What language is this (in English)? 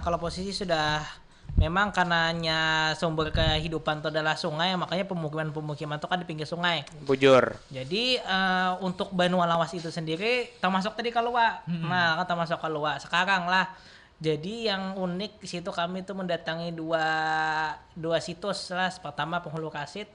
Banjar